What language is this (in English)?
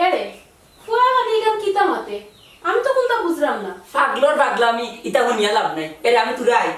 Sylheti